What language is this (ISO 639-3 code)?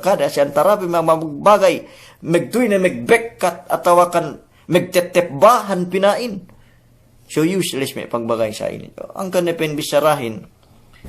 yka